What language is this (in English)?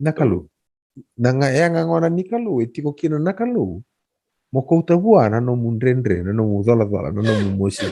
Fijian